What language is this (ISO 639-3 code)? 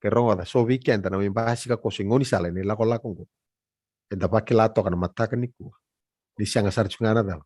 fij